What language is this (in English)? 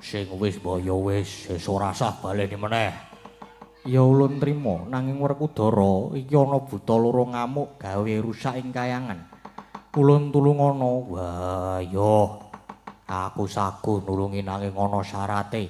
Javanese